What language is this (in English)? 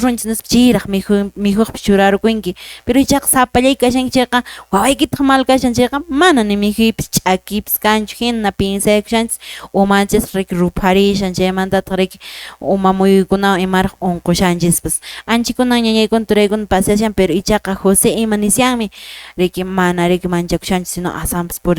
Quechua